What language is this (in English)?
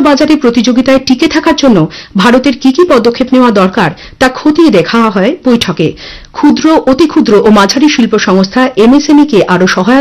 Bangla